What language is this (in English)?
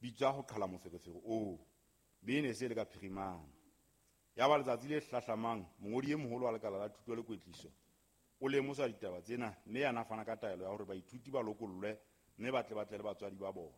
Southern Sotho